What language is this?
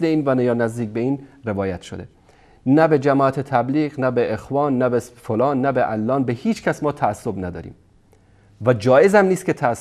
Persian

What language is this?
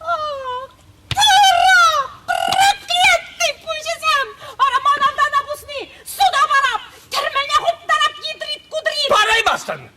Chuvash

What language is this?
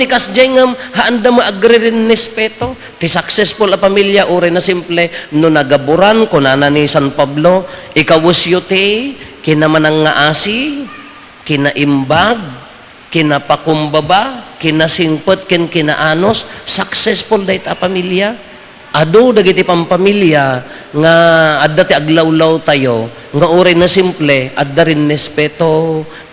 Iloko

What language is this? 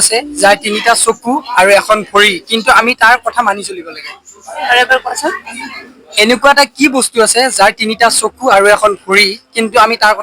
Assamese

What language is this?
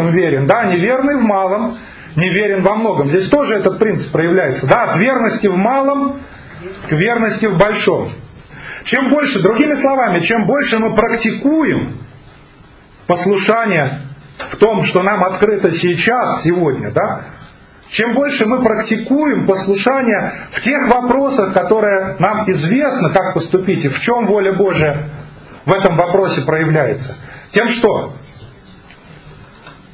Russian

